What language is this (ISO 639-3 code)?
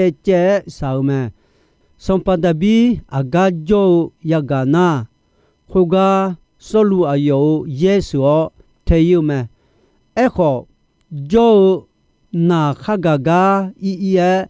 ahk